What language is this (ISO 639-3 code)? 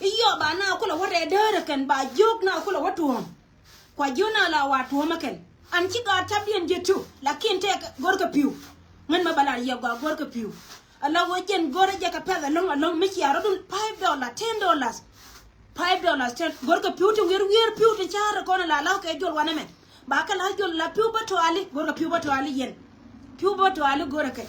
nus